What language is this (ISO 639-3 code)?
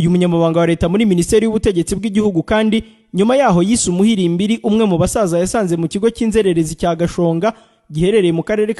kin